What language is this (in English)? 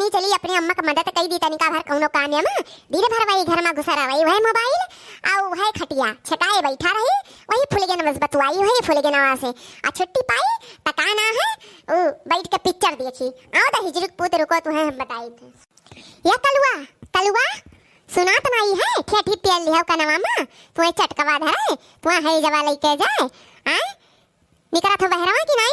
Awadhi